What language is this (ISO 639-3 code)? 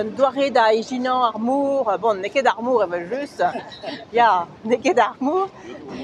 bre